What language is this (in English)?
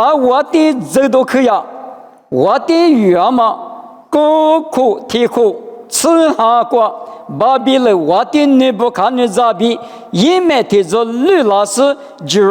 Lisu